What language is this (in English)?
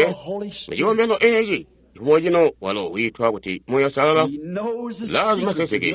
Tonga (Zambia)